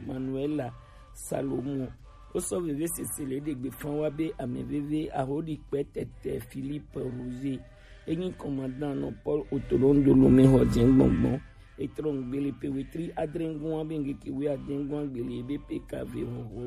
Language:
Gen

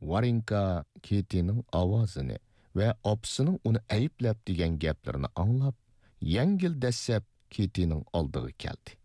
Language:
Uyghur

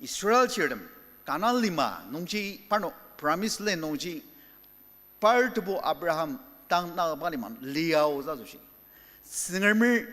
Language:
Ao Naga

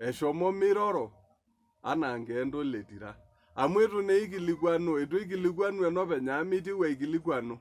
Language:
Masai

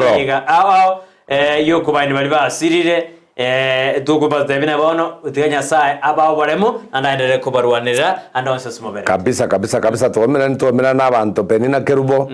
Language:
Gusii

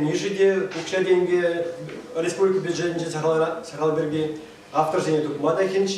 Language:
Chuvash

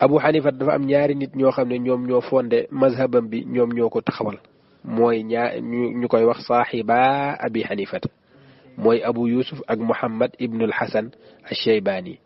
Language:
Wolof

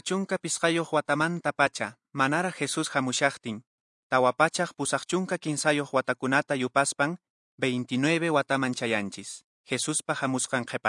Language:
Quechua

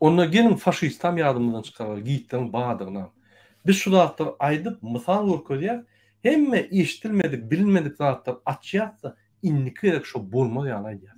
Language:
Turkmen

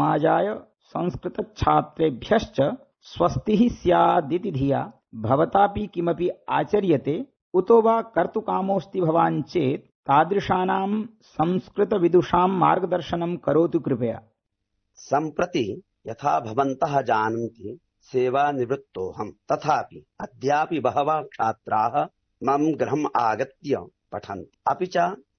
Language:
Sanskrit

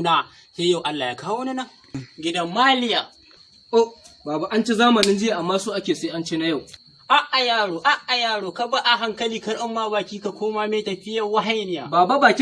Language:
Hausa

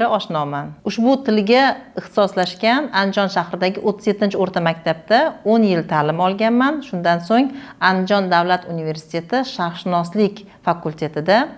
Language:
Uzbek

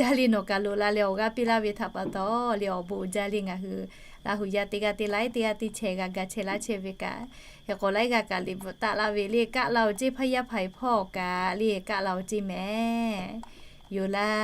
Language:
Lahu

